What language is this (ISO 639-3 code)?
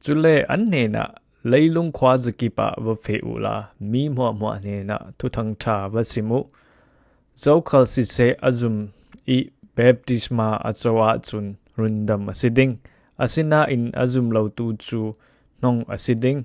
cfm